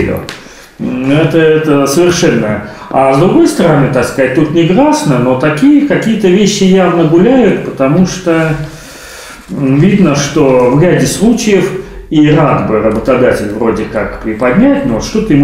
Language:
Russian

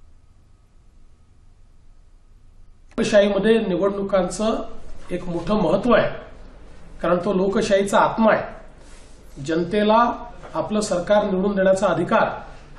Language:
Marathi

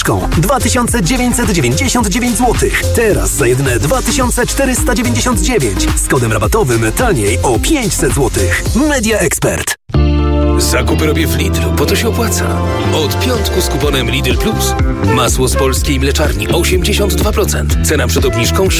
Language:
Polish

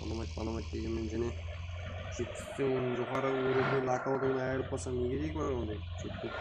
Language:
Kara-Kalpak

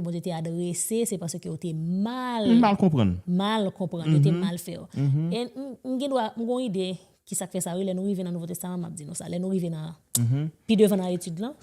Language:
Haitian Creole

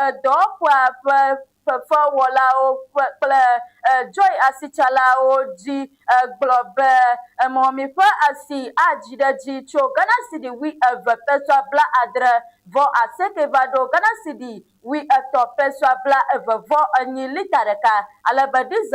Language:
Ewe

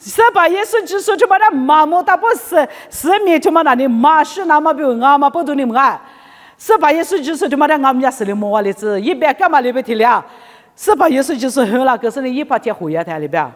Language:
Lisu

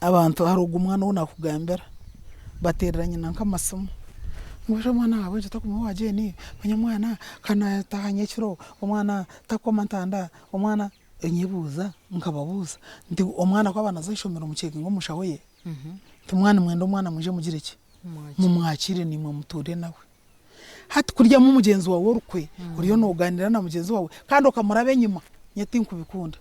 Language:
Nyankole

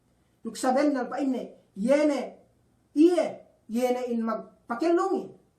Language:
Yakan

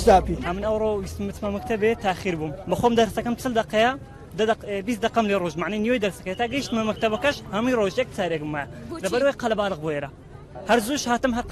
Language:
Central Kurdish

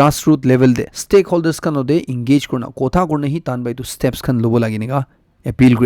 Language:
Naga Pidgin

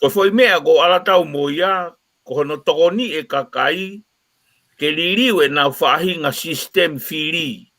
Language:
Tongan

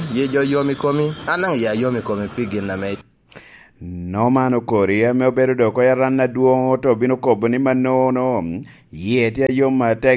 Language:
Lango (Uganda)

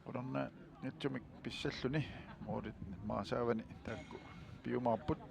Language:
Kalaallisut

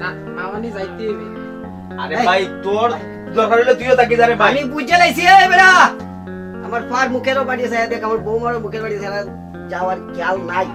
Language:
Sylheti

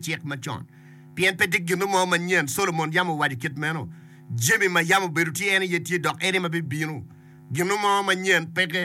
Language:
Acoli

